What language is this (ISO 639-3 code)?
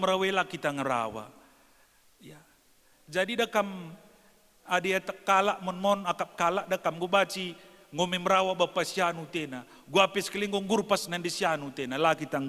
btx